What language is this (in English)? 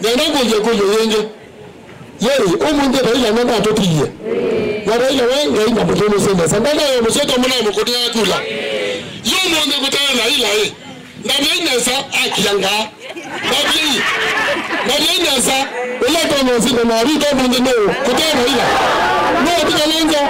Kamba